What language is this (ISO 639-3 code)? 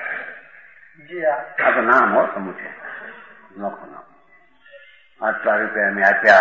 guj